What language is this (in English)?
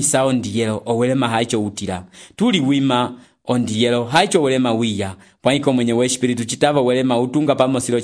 Umbundu